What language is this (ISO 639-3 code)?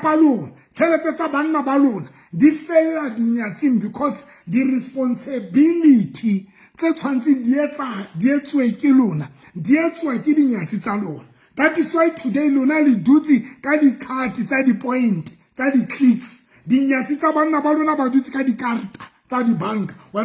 sot